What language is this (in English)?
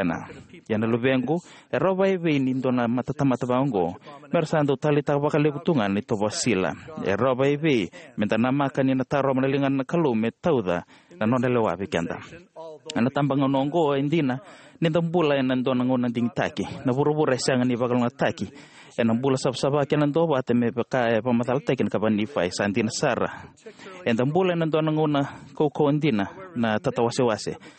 Fijian